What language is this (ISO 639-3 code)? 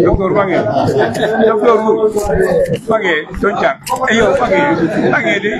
fuf